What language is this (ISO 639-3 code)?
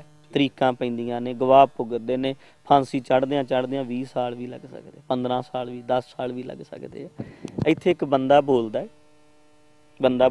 pan